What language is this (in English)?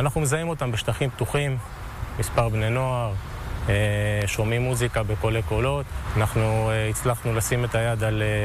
Hebrew